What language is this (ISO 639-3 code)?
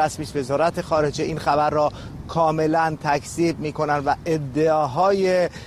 fas